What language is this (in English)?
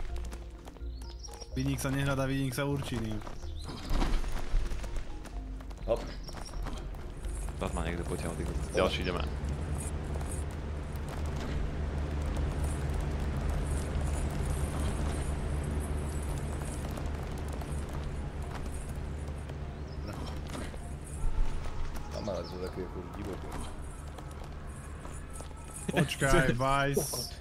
Slovak